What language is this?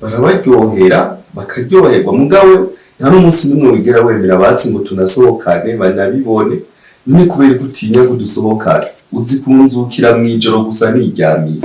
Rundi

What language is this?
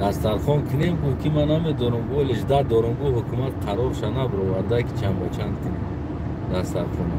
Tajik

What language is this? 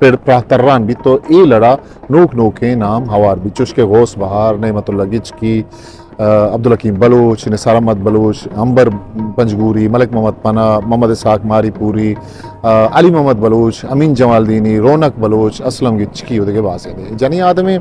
Eastern Balochi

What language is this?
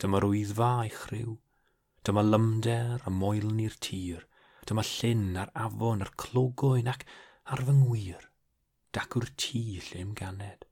Welsh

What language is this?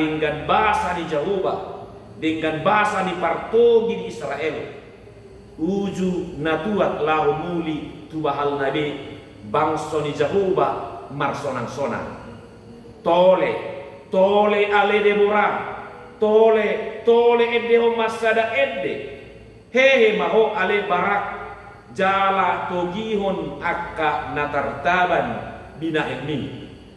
Batak Toba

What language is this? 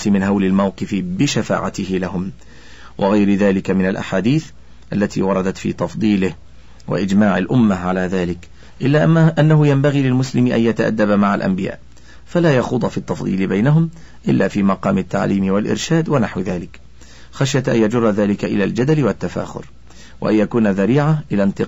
Arabic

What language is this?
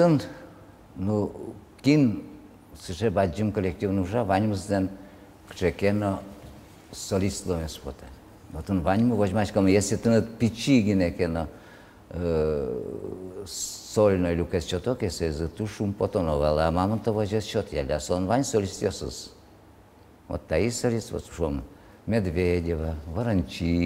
Udmurt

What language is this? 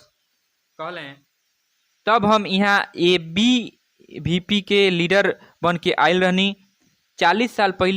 Bhojpuri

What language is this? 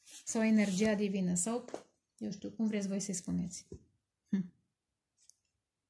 Romanian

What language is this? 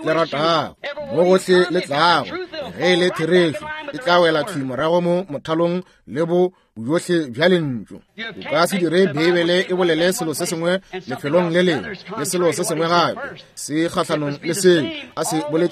Northern Sotho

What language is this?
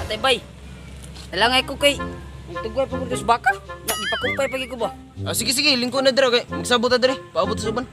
Cebuano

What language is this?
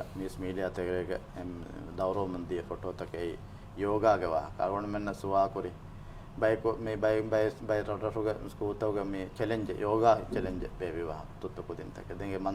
Divehi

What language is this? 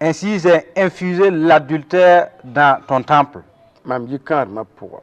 Mossi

